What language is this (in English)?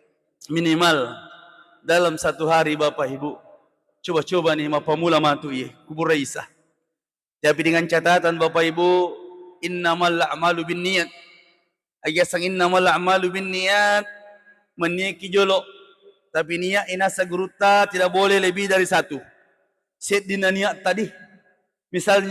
Buginese